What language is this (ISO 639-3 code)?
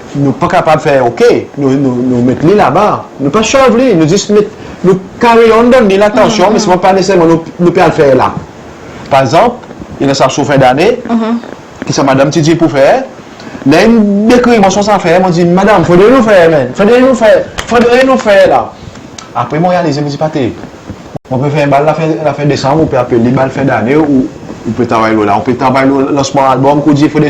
crs